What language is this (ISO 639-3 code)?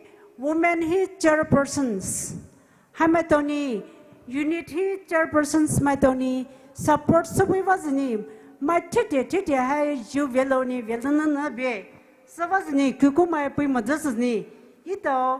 pmx